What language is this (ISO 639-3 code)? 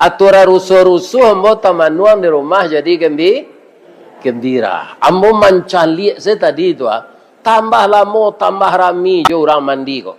min